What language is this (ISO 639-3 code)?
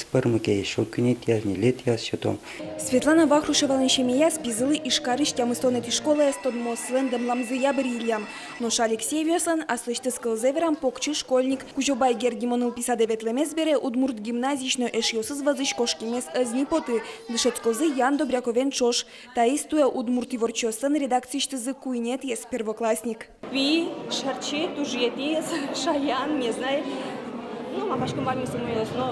udm